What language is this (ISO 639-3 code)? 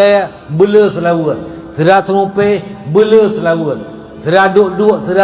ace